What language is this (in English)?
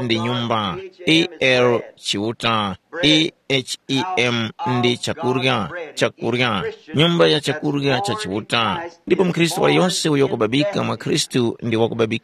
Tumbuka